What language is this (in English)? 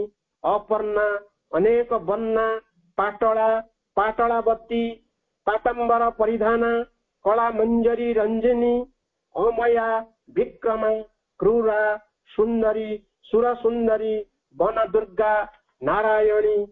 Odia